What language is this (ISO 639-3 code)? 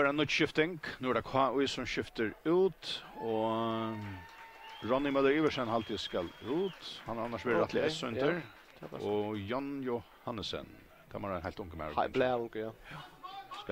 fao